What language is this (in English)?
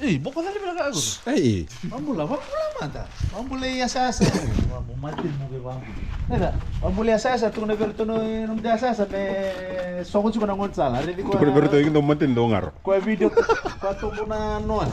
Fijian